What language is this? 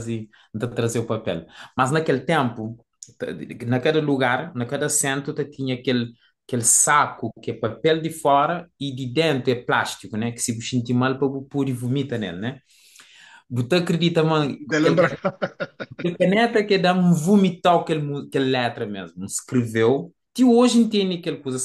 Kabuverdianu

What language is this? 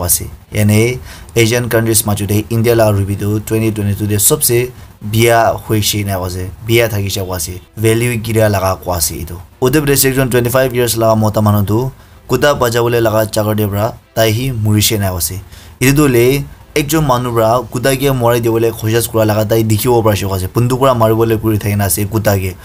Naga Pidgin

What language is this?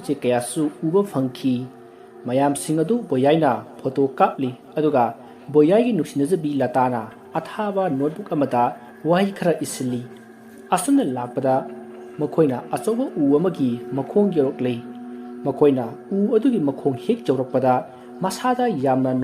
Manipuri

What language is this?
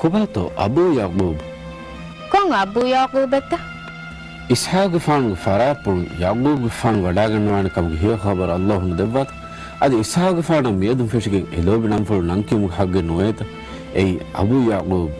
Divehi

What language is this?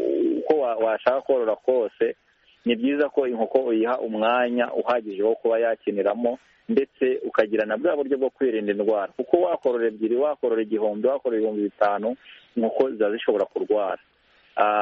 Kinyarwanda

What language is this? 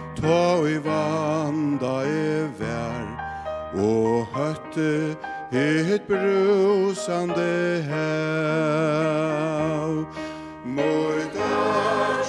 Faroese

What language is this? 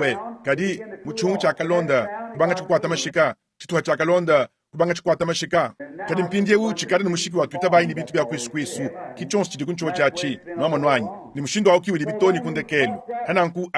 Luba-Lulua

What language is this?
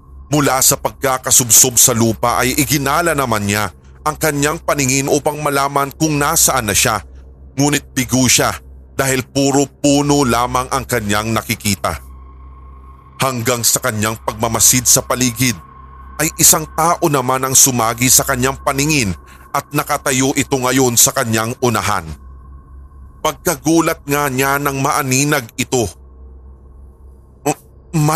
Filipino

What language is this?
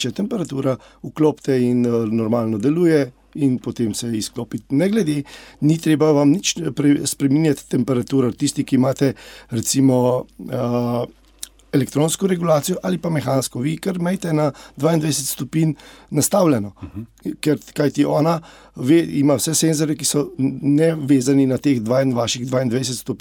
Slovenian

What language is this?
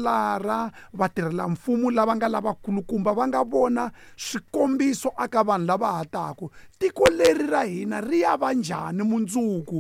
Tsonga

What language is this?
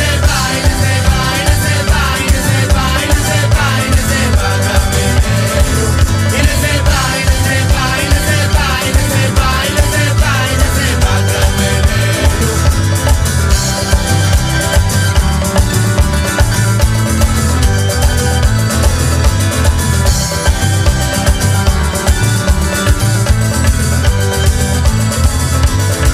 Hebrew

